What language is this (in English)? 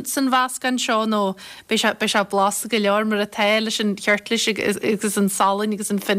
Irish